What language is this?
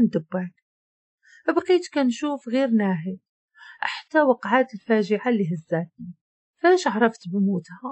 Moroccan Arabic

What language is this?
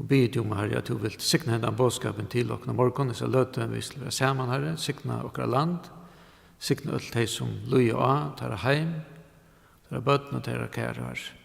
Faroese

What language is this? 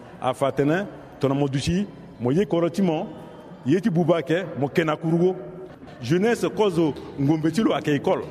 Sango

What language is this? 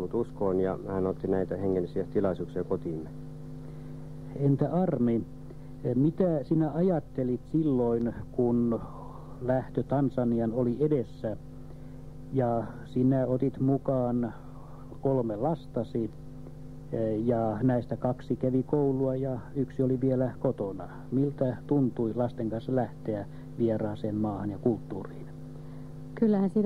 Finnish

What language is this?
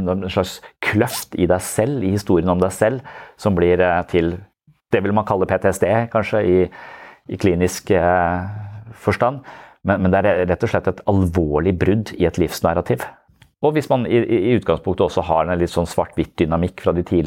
Norwegian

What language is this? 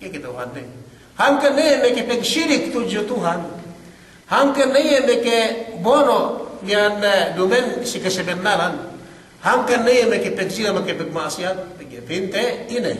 Yakan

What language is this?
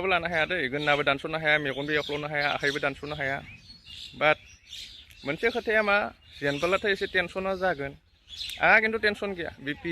Bodo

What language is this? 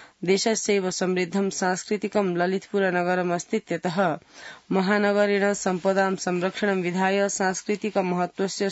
Sanskrit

